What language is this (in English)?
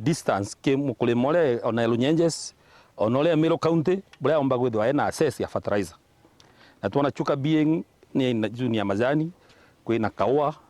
Meru